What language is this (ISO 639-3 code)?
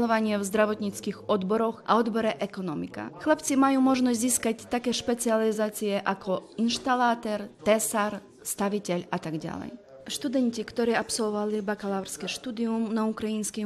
slk